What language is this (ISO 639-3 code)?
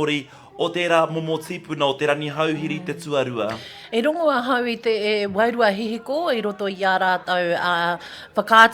mri